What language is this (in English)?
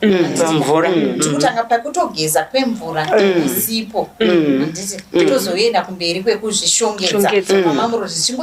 Shona